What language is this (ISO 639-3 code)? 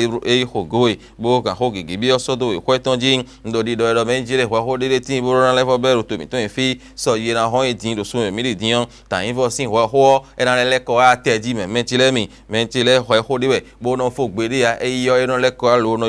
fon